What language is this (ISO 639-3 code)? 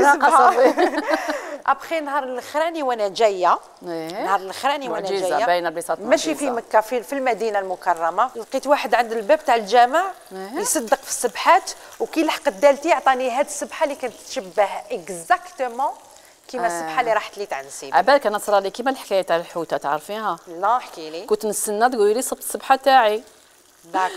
arq